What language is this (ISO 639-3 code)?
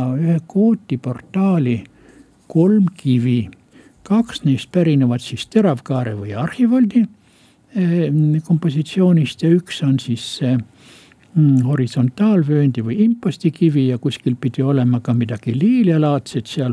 est